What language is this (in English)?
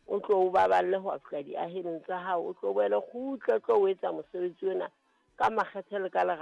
Southern Sotho